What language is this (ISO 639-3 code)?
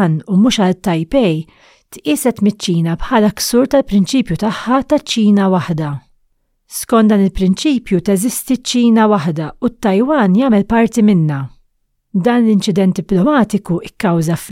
mlt